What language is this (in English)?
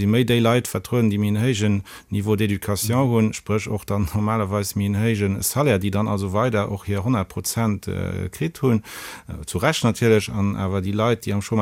Luxembourgish